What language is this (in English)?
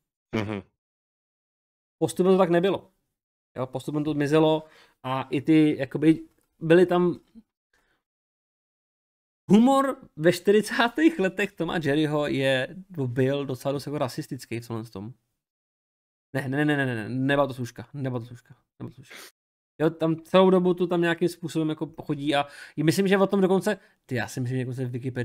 Czech